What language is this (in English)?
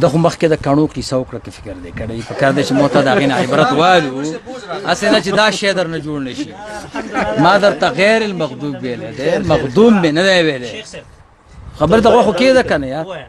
Pashto